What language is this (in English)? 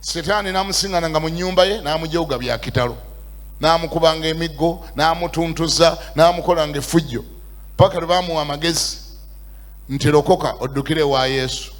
Ganda